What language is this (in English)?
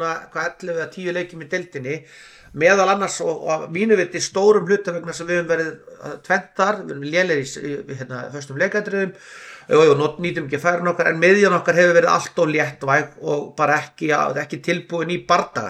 Icelandic